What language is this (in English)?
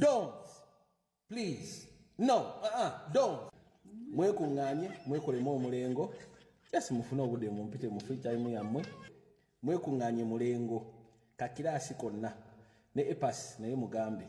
Ganda